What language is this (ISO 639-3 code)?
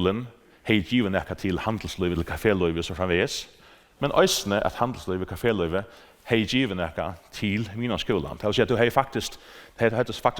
fao